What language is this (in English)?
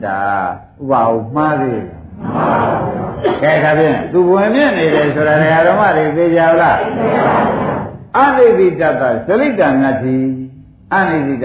Burmese